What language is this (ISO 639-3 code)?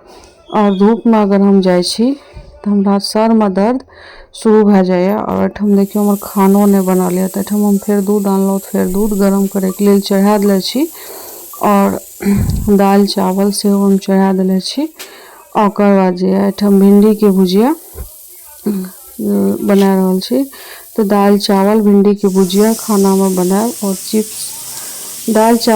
mai